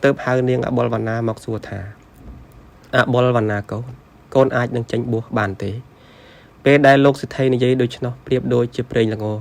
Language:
Khmer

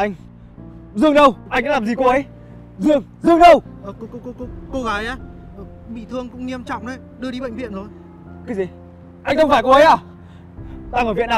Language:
Vietnamese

